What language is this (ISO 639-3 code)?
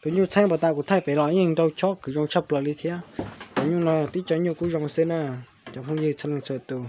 hmn